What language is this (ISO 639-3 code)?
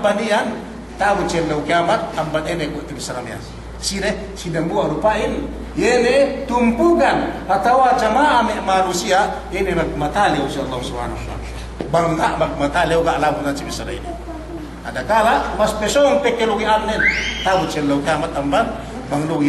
yka